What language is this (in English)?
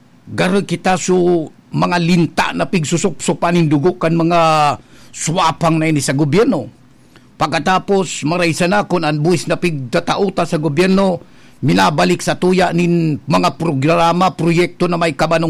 Bikol